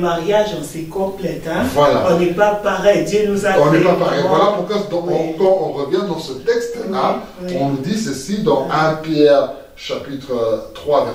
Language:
French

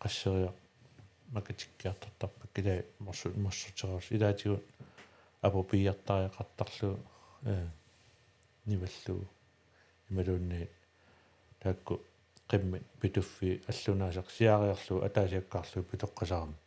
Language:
Kalaallisut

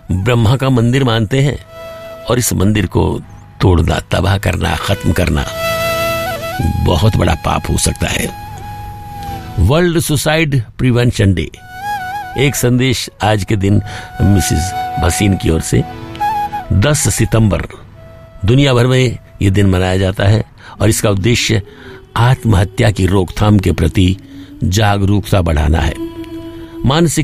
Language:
Hindi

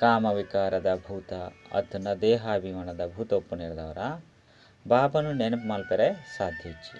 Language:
Tulu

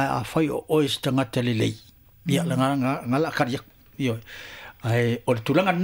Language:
Samoan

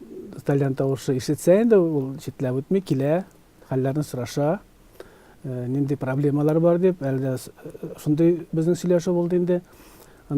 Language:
Tatar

